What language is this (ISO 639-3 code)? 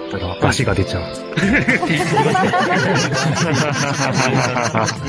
jpn